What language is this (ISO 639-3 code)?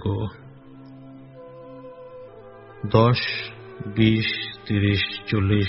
ben